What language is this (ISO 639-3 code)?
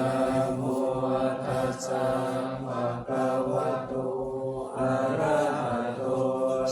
pli